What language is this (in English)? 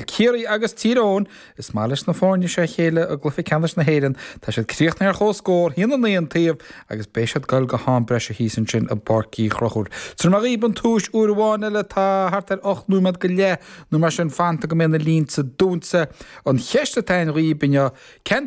Irish